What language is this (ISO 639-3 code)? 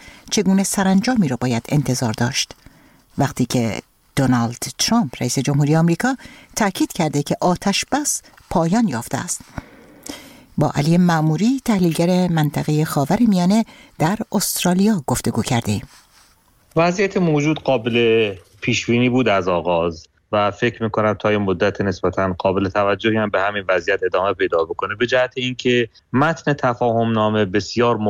fas